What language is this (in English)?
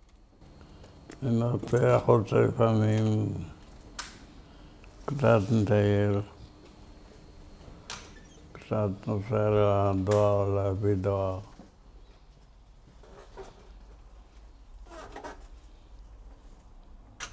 Hebrew